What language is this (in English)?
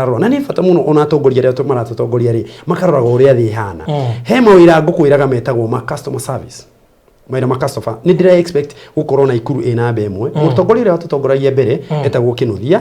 Kikuyu